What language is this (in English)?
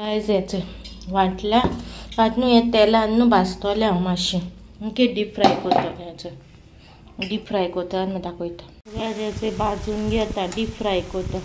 Konkani